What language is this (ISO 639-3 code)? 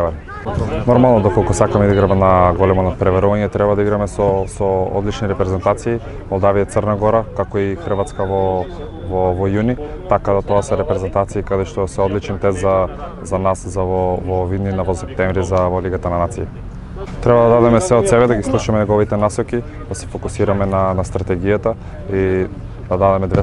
mkd